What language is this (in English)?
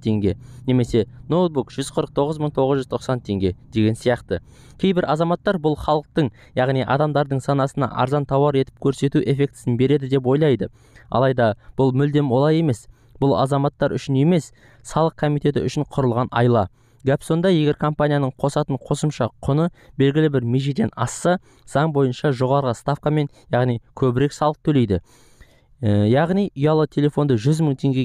Kazakh